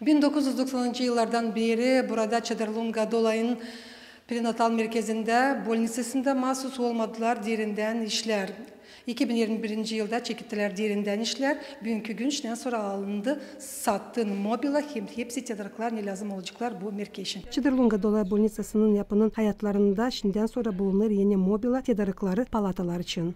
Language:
Gagauz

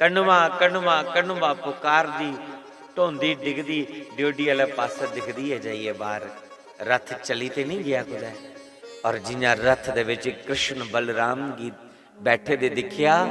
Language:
Dogri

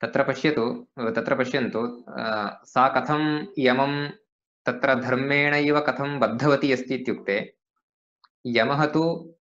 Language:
Sanskrit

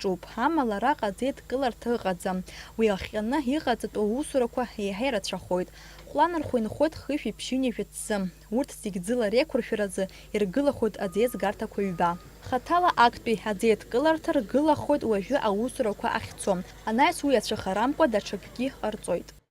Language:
Abkhazian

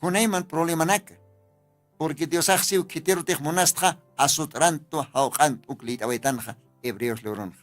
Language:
Aymara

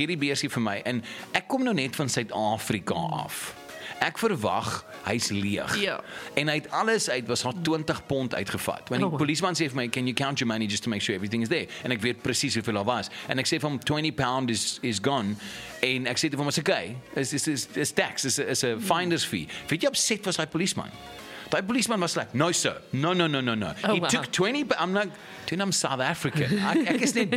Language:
Afrikaans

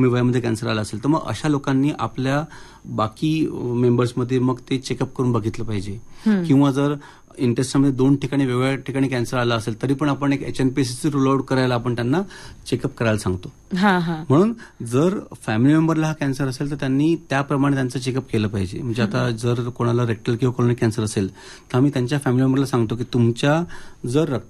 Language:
Marathi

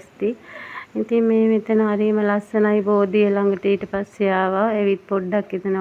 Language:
Sinhala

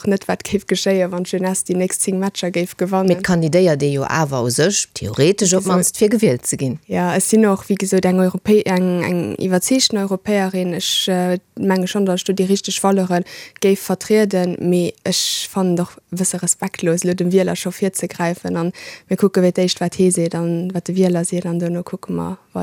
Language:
Luxembourgish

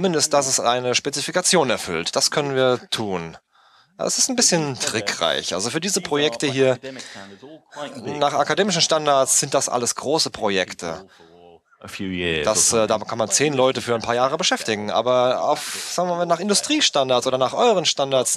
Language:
German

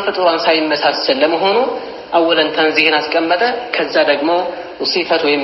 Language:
Amharic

